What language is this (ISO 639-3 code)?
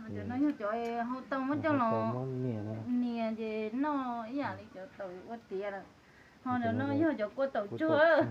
hmn